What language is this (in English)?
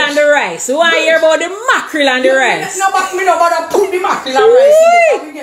Jamaican Creole English